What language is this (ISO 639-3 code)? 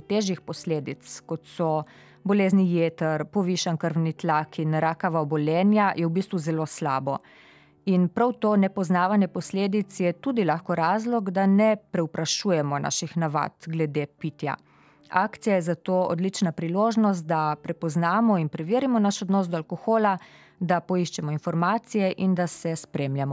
slv